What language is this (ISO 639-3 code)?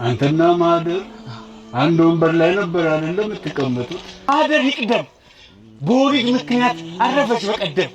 amh